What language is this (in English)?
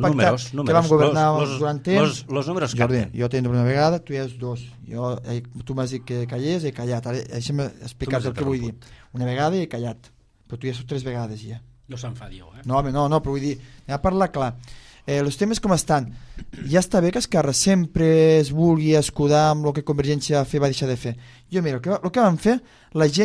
Catalan